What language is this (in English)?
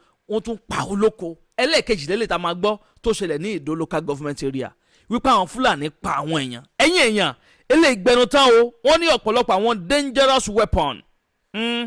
Yoruba